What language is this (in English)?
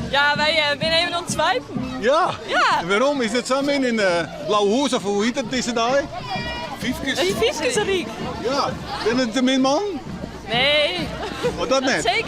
Western Frisian